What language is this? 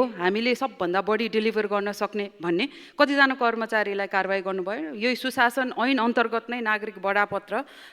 Nepali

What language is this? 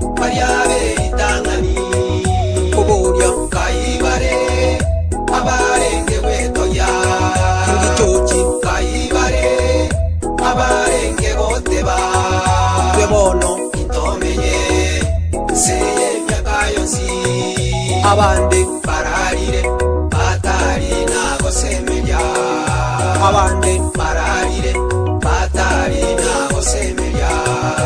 Gusii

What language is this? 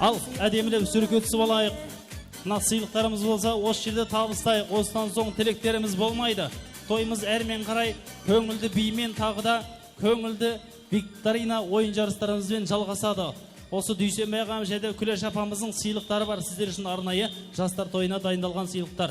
Kara-Kalpak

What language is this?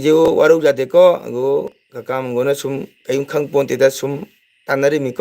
Manipuri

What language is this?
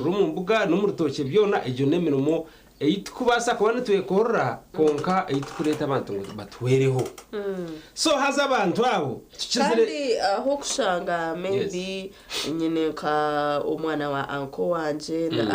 Nyankole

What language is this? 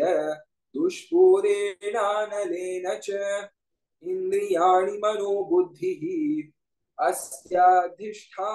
Sanskrit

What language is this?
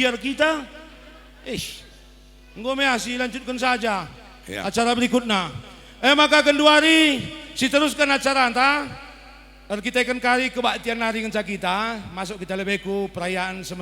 Batak Karo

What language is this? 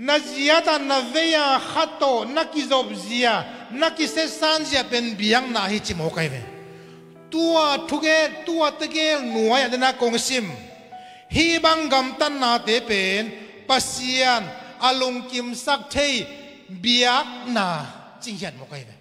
Tedim Chin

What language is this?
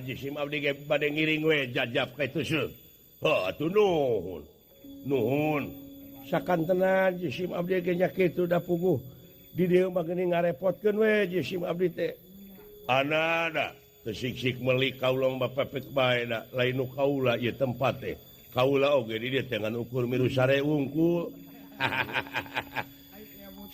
Sundanese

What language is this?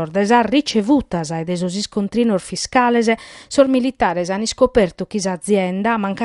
Sardinian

